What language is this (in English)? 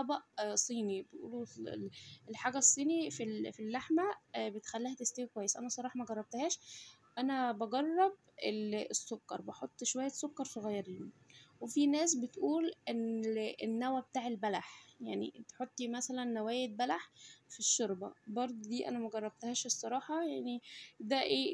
Egyptian Arabic